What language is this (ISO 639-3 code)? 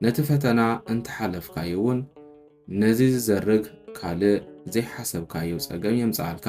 tir